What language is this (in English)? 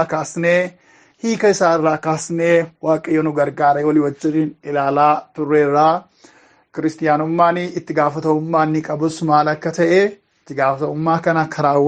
Oromo